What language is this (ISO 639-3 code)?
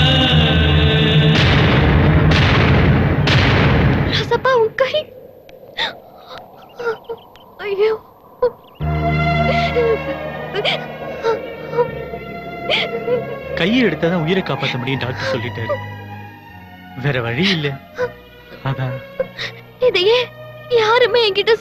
tam